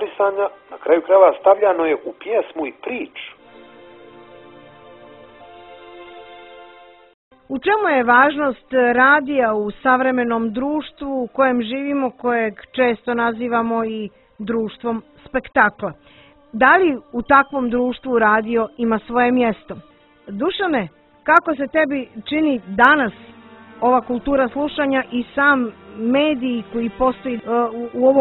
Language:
Serbian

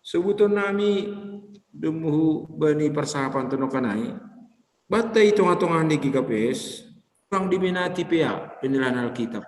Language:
Batak Simalungun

